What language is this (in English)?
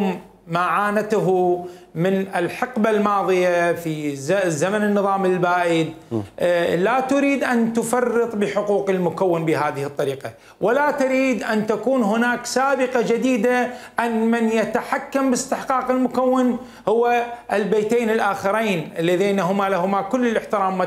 Mesopotamian Arabic